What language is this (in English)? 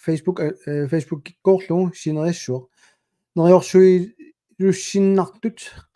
Kalaallisut